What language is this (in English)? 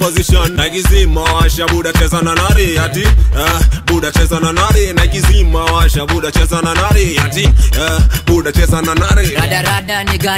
Swahili